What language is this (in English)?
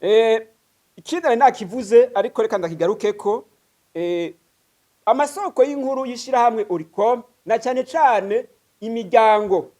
Rundi